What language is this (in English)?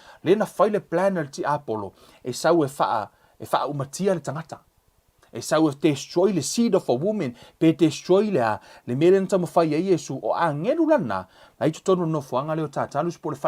Samoan